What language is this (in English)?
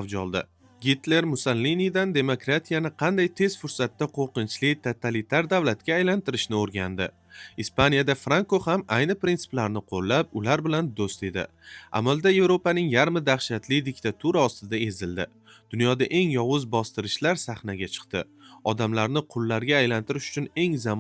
Uzbek